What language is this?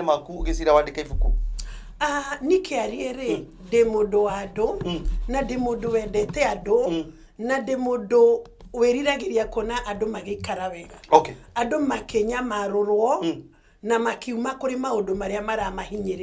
Kikuyu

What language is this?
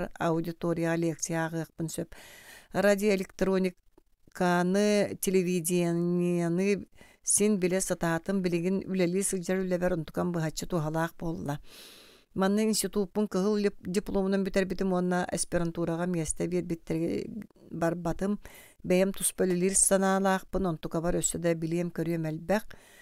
Yakut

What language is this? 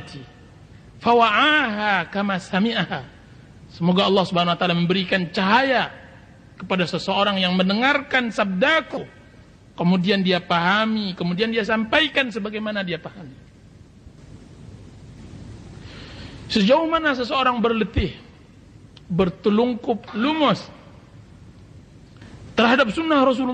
Indonesian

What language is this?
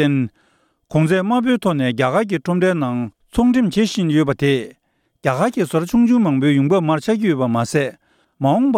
Tibetan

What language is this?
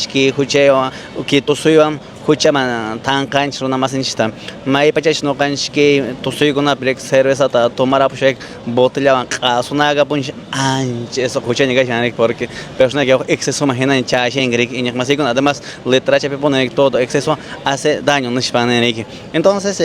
Quechua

